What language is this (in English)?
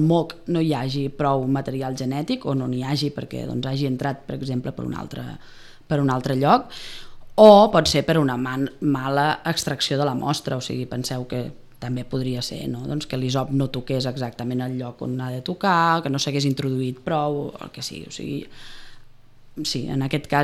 Catalan